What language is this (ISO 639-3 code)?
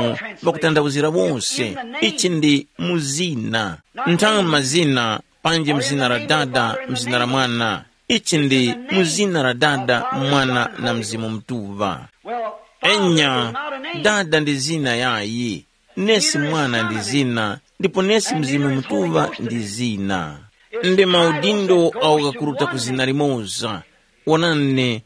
tum